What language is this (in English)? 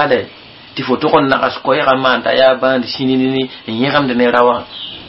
Mossi